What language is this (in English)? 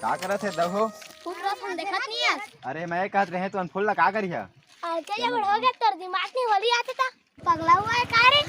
Chhattisgarhi